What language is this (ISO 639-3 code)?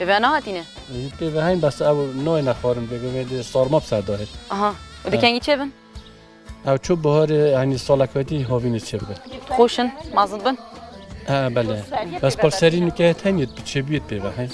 kur